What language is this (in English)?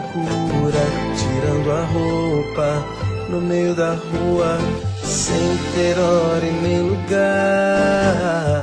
Portuguese